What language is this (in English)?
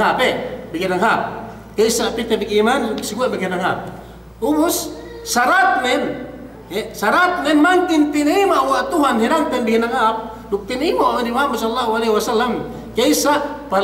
Yakan